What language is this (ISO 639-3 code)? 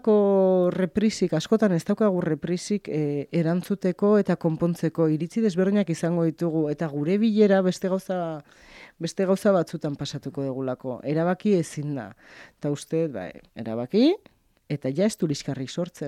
eus